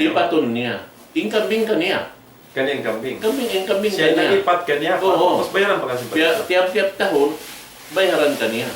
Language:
Tausug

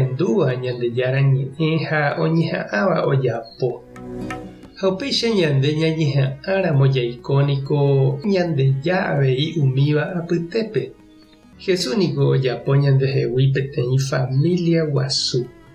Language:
Guarani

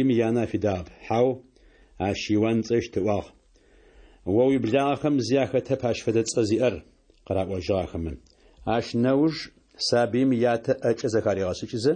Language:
Adyghe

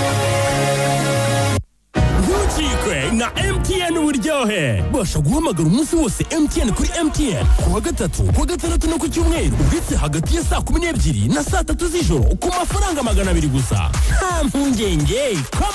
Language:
Kinyarwanda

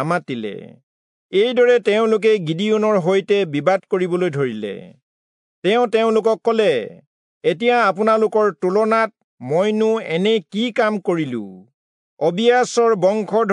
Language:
Assamese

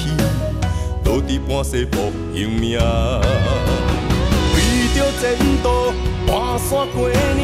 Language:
Min Nan Chinese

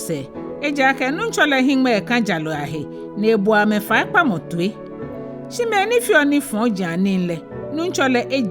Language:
Ga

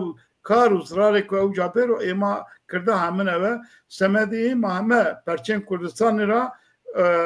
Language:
Zaza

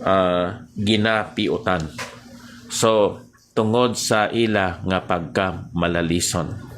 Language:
Hiligaynon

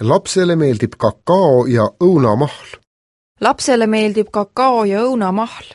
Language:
Estonian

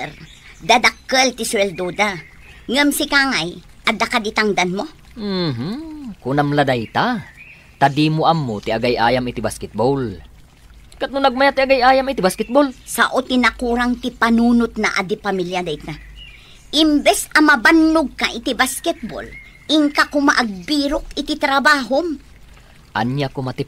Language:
Iloko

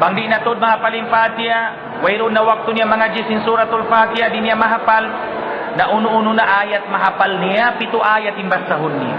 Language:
Tausug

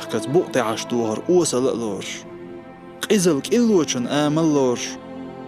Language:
Chechen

